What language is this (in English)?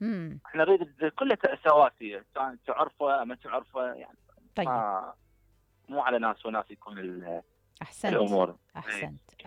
Mesopotamian Arabic